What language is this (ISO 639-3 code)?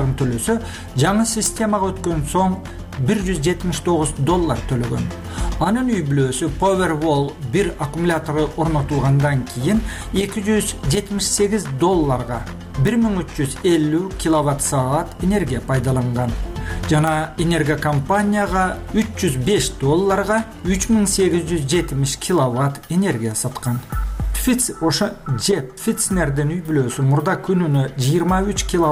kir